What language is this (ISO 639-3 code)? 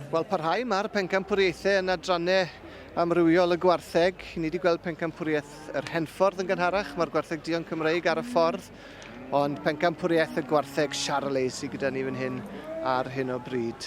cym